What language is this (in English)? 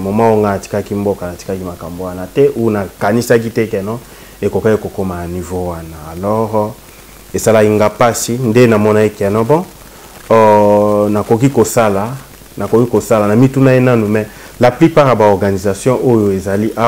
Lingala